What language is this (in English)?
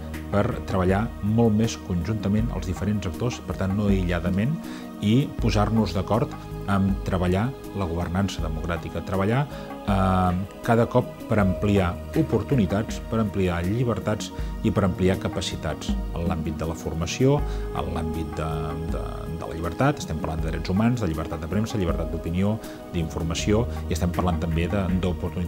Catalan